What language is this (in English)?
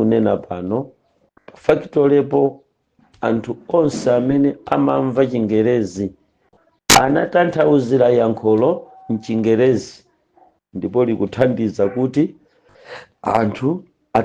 Nyanja